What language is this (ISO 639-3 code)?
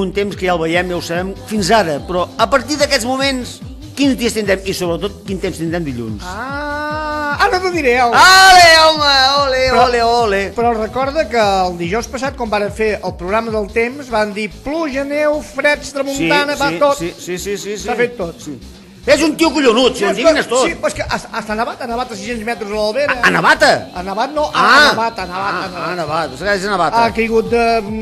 cat